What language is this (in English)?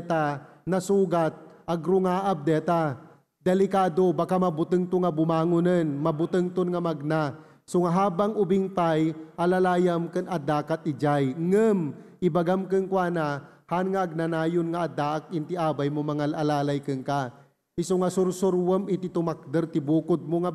Iloko